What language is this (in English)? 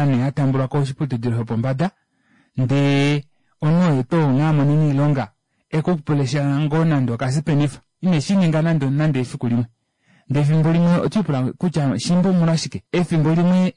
Kuanyama